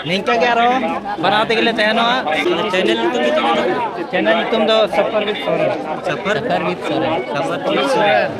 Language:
Santali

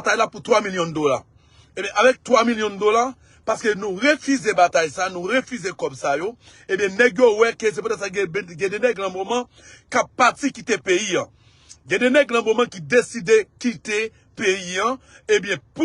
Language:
Haitian Creole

